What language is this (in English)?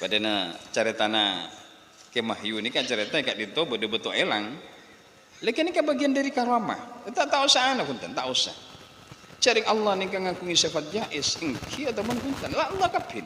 Madurese